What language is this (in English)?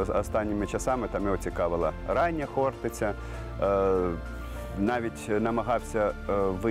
Ukrainian